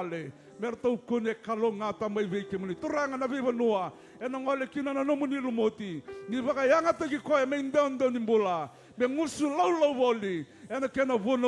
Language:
Fijian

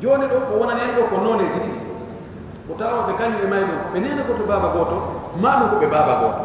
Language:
Fula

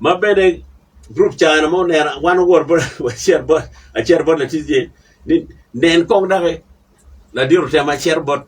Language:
Acoli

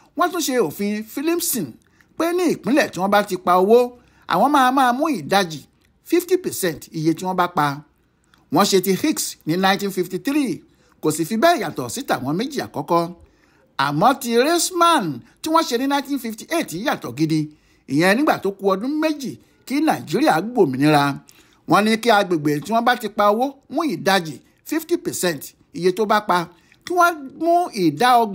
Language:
Yoruba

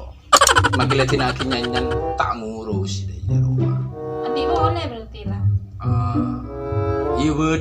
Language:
Madurese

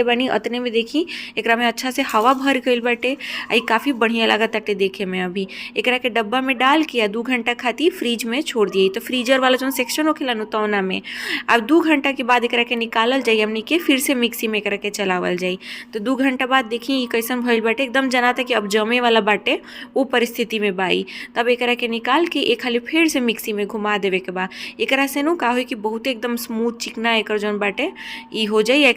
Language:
Bhojpuri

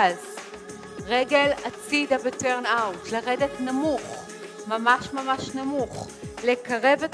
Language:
Hebrew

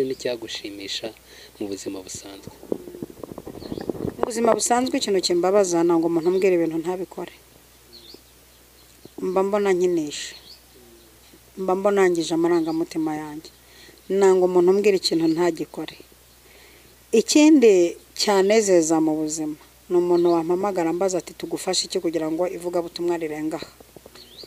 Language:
Kinyarwanda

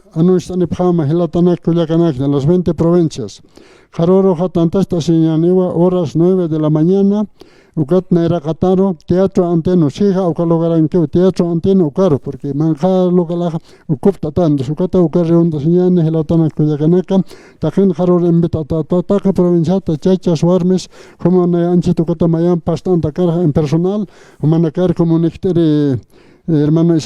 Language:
Aymara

